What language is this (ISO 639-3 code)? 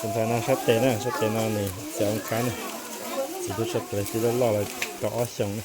hmn